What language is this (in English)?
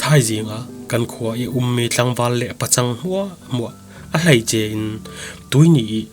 Falam Chin